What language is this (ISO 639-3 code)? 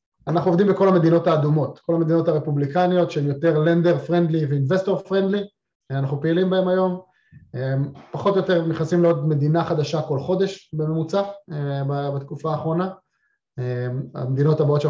heb